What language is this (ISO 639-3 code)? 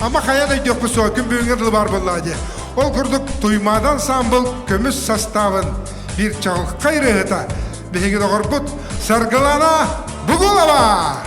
sah